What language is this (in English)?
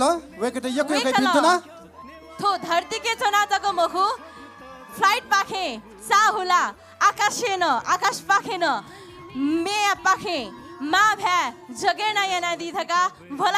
Newari